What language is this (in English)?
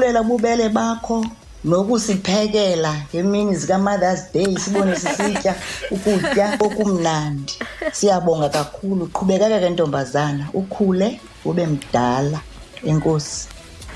Xhosa